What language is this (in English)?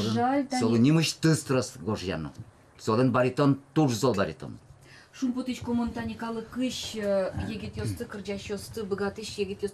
Udmurt